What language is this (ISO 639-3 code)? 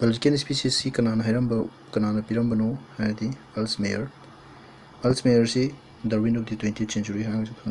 mni